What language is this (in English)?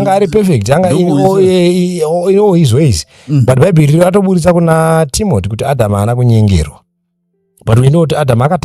Shona